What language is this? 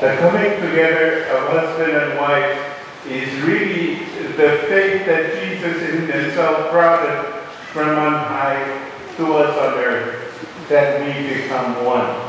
Pohnpeian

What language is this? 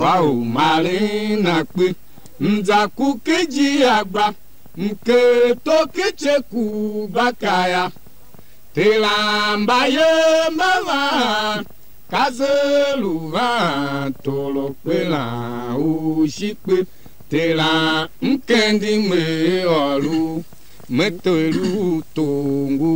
Tiv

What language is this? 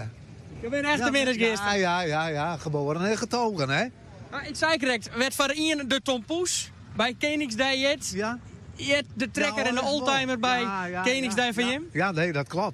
Western Frisian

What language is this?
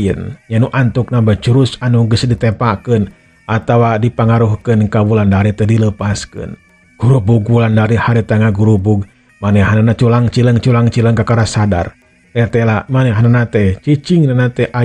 Sundanese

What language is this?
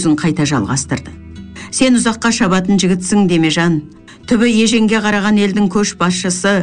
Kazakh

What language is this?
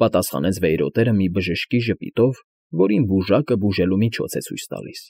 Armenian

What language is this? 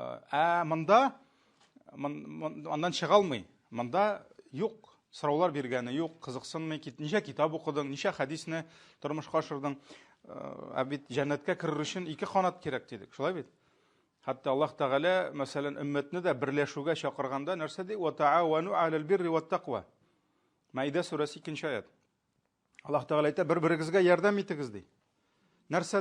Tatar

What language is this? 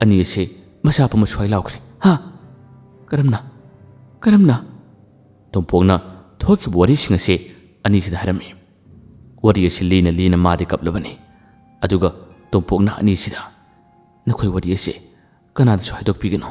Manipuri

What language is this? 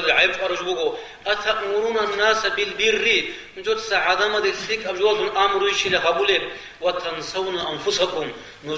Avaric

